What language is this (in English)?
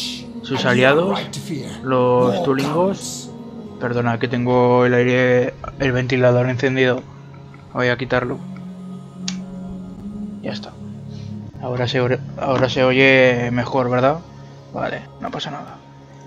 Spanish